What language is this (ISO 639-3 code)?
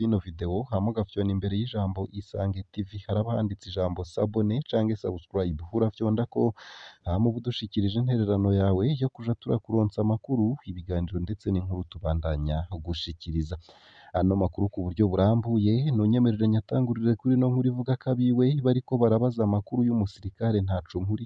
run